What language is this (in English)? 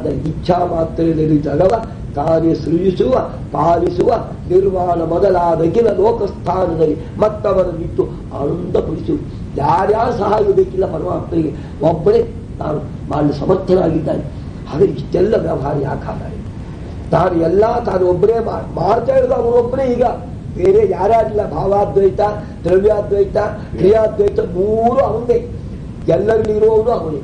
Kannada